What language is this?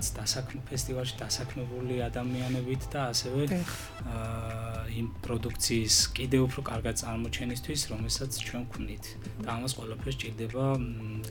Georgian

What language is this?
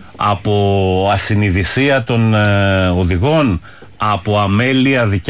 Greek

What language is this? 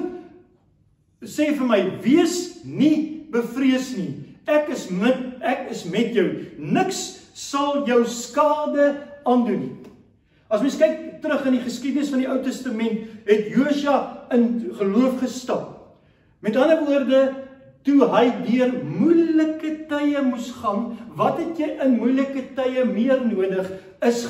Afrikaans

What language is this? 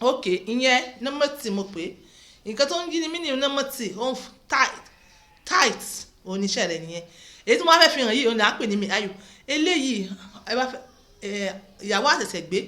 Yoruba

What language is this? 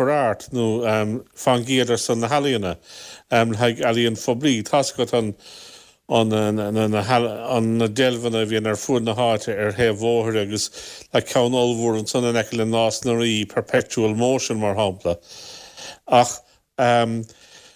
Irish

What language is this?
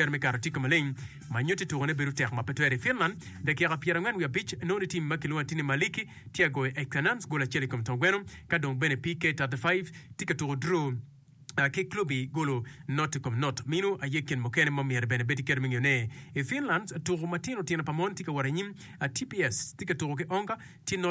Acoli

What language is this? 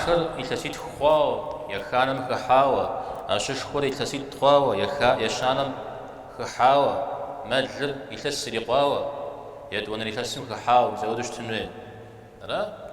Kabardian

